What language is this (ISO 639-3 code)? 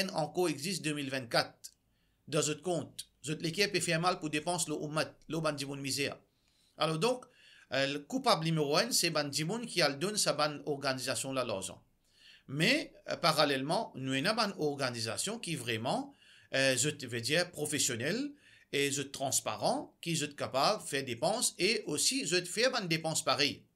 mfe